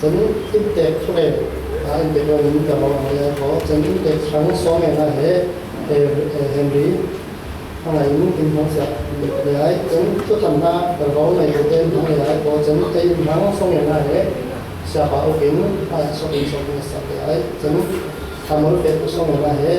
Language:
Falam Chin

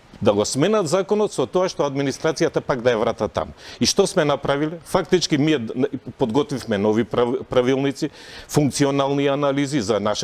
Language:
Macedonian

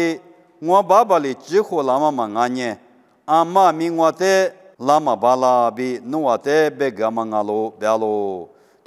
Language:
Lisu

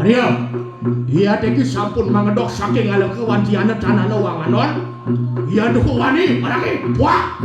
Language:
Balinese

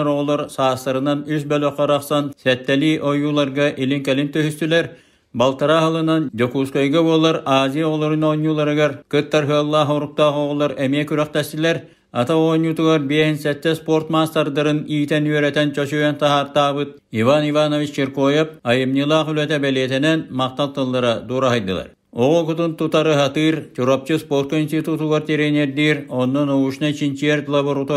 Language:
Yakut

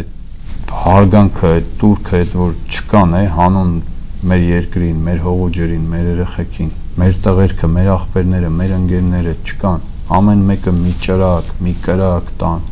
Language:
Armenian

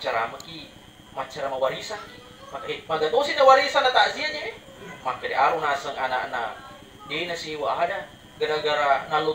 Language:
Buginese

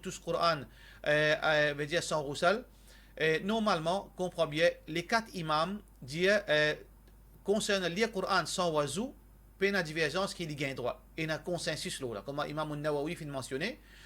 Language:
Morisyen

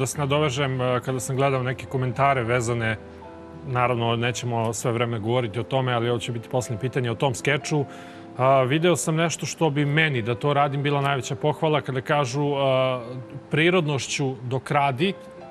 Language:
Serbian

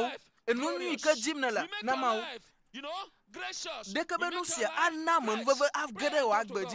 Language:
Ewe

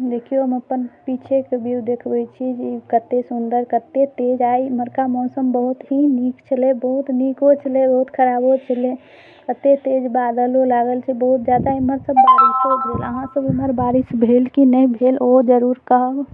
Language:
Maithili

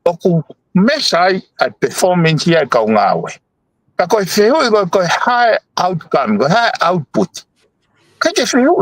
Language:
Tongan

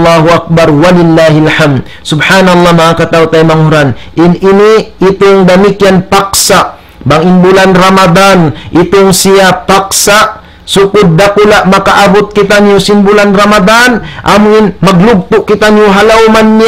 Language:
Tausug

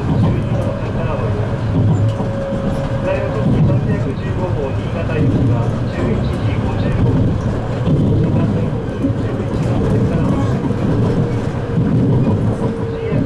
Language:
Japanese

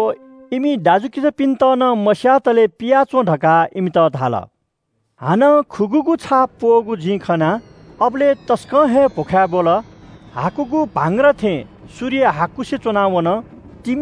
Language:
Newari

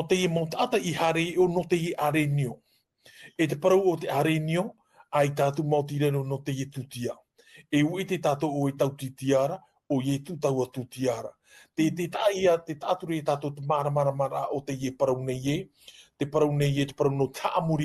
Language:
Tahitian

